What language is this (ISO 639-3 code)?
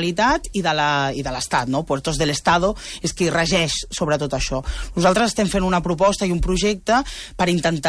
cat